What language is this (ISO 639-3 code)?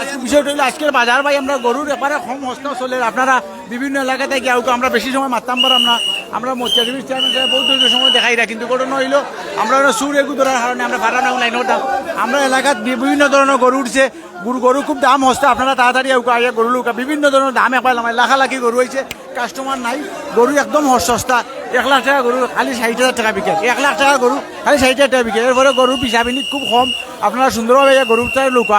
syl